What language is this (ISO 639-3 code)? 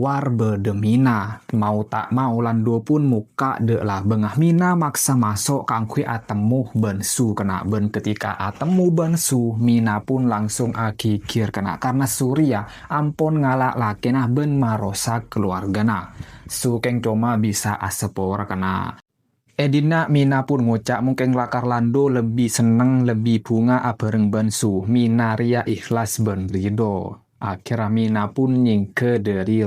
mad